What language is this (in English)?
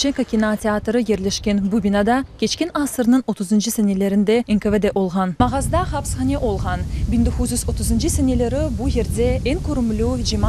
Crimean Tatar